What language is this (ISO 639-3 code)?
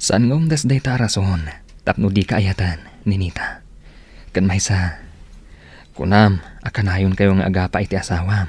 ilo